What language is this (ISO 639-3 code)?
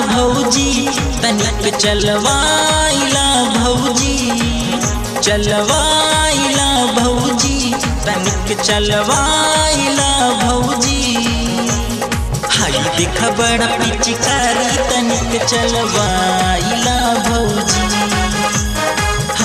bho